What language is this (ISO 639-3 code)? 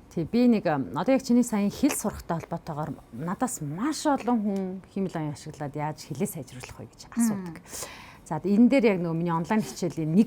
mon